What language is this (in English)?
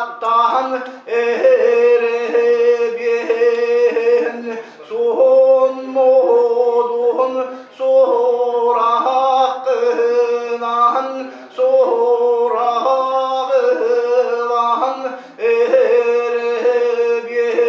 Yakut